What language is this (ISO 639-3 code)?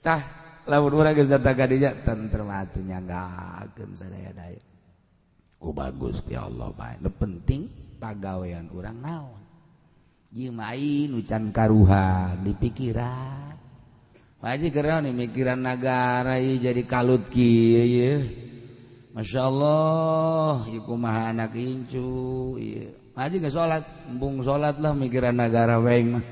sun